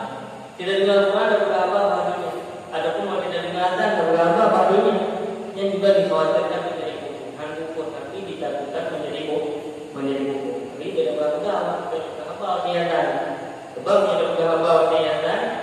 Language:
Achinese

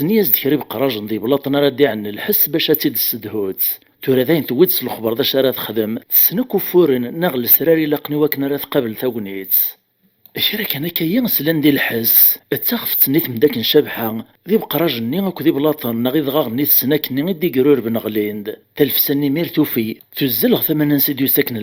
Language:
Kabyle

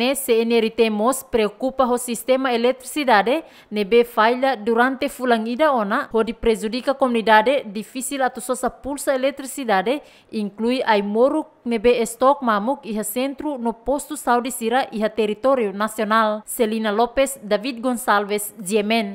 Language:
Tetum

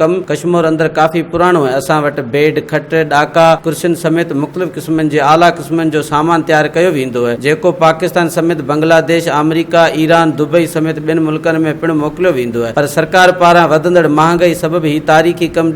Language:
Sindhi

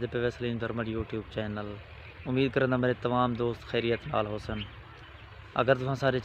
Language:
Saraiki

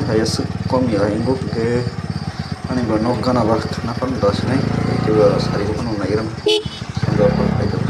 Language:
Kok Borok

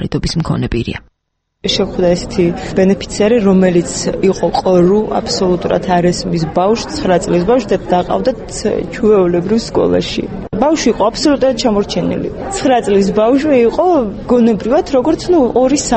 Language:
Georgian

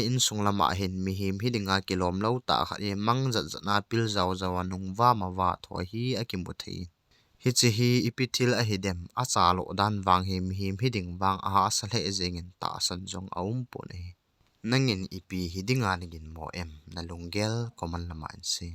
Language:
Thado Chin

